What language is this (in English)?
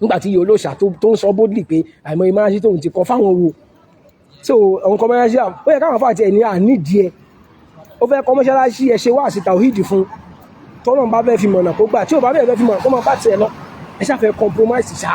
Yoruba